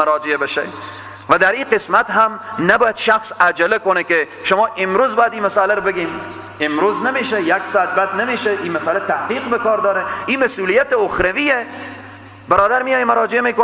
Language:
Persian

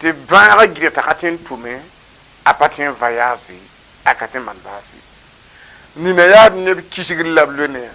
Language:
Mossi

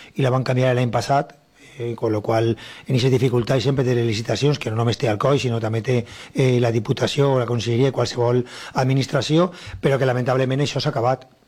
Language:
Catalan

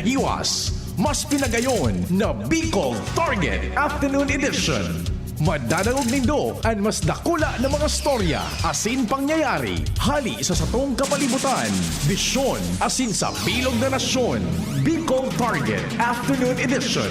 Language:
Bikol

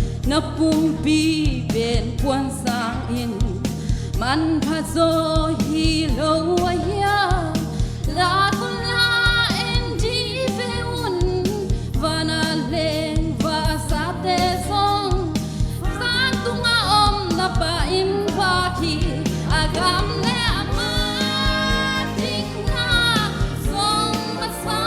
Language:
Tedim Chin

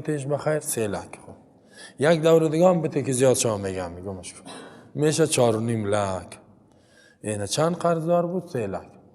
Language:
Persian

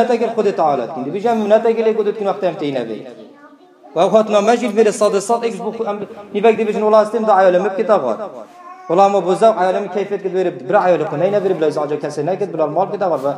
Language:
Kurdish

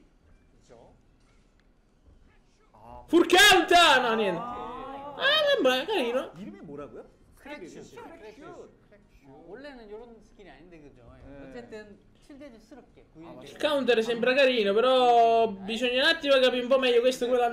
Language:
Italian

